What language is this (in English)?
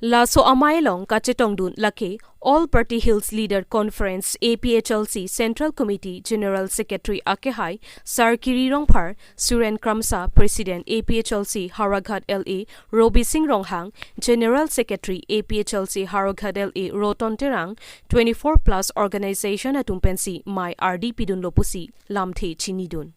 Karbi